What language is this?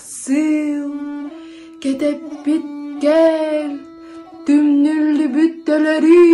Yakut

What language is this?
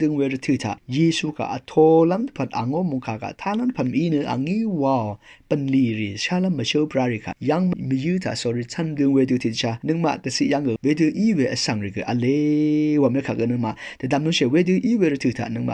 Rawang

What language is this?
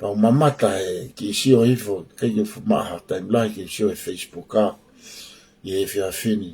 Tongan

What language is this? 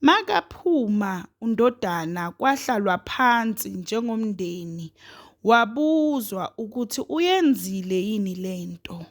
Zulu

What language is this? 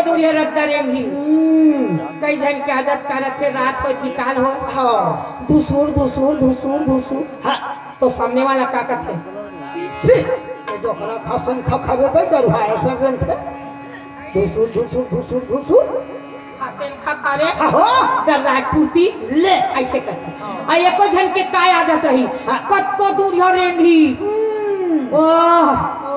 Chhattisgarhi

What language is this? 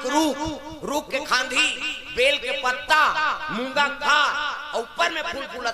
Chhattisgarhi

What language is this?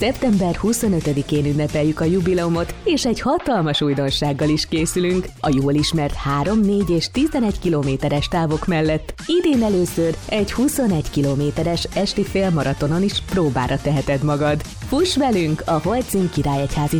Hungarian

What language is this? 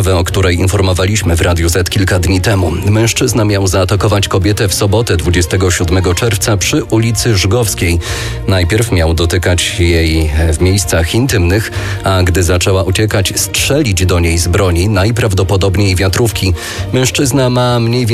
Polish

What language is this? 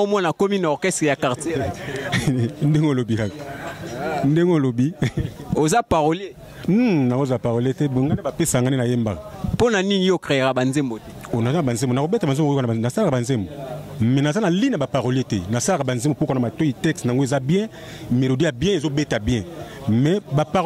Lingala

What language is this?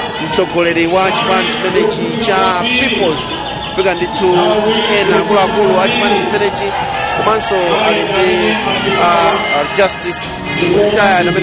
Nyanja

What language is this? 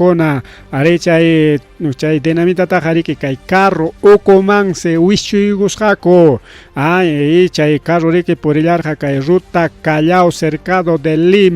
Ayacucho Quechua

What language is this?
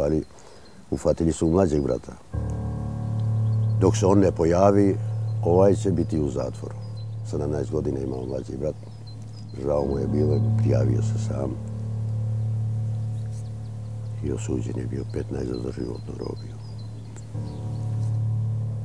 Bosnian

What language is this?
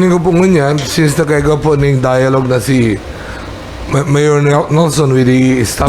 Bikol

